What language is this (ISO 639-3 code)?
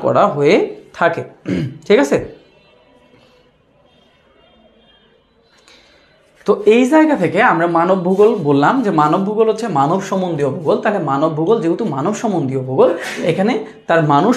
ben